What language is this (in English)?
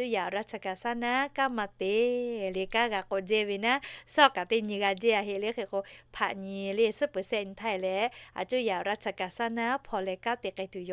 Lahu